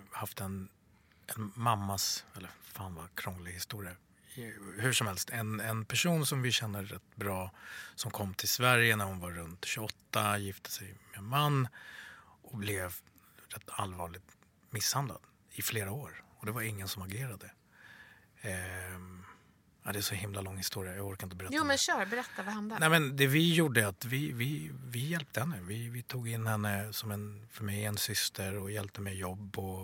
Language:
Swedish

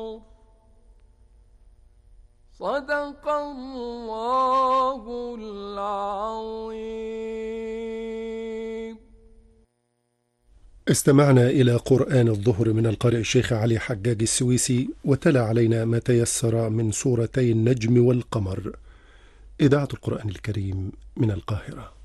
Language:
Arabic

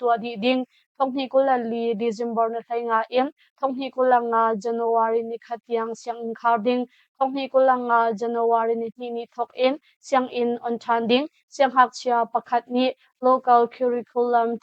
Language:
Hakha Chin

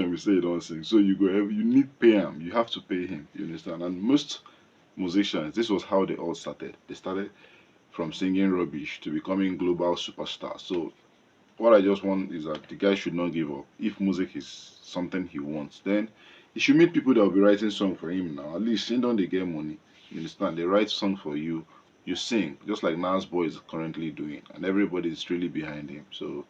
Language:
Nigerian Pidgin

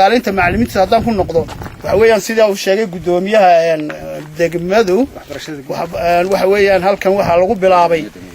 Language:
Somali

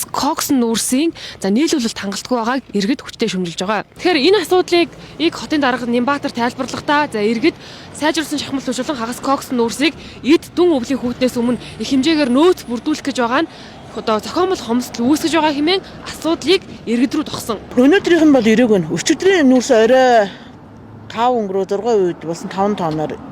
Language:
Mongolian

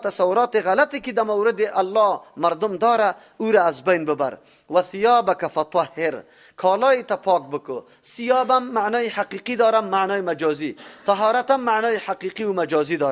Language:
Persian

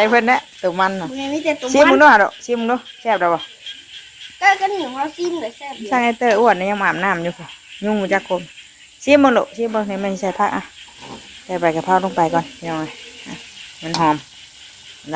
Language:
Northeastern Thai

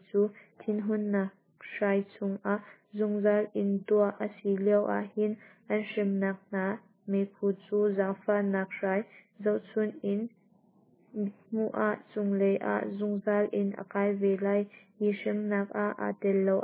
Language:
Hakha Chin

